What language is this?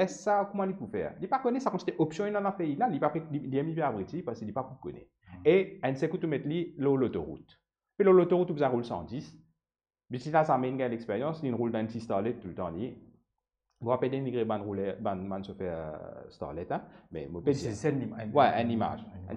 Morisyen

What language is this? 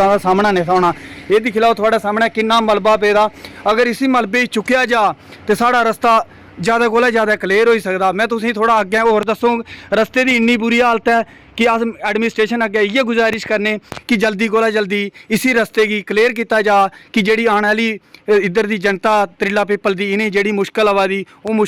Dogri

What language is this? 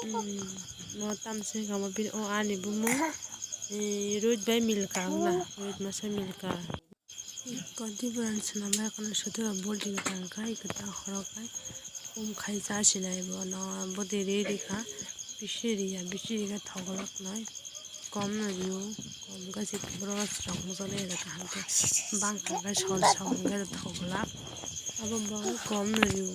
Kok Borok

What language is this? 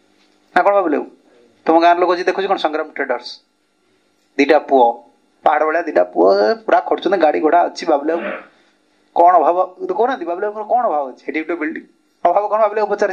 Odia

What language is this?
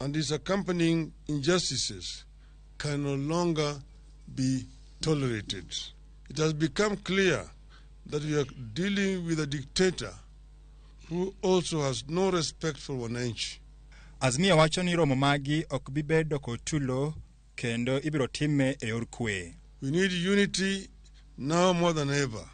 Luo (Kenya and Tanzania)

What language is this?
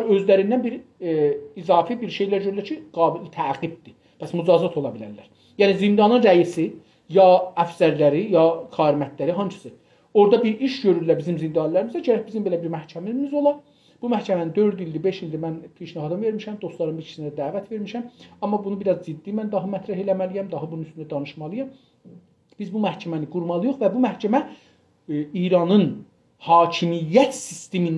South Azerbaijani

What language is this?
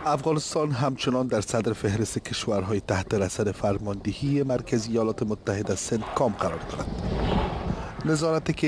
Persian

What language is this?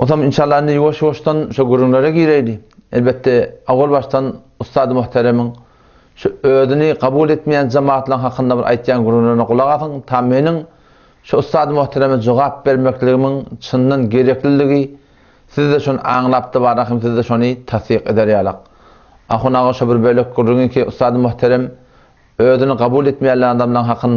Turkmen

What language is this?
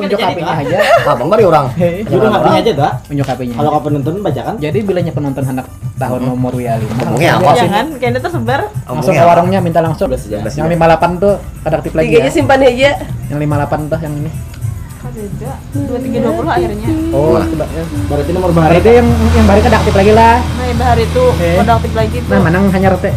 Banjar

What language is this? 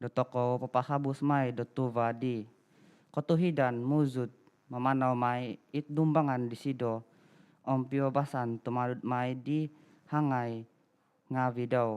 Central Dusun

